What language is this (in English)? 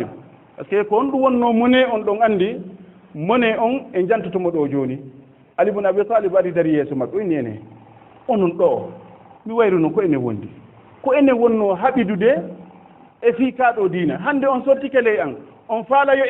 Fula